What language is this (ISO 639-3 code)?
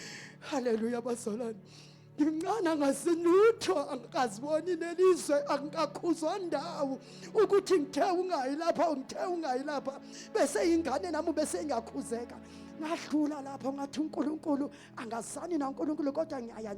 zul